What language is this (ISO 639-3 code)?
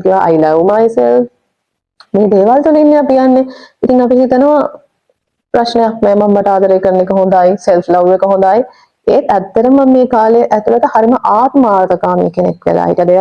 sin